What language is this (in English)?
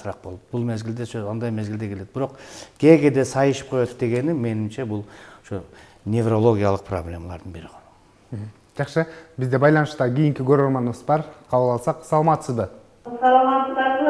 Kyrgyz